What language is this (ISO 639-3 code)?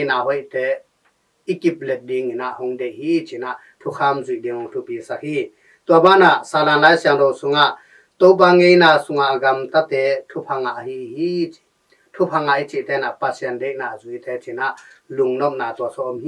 ctd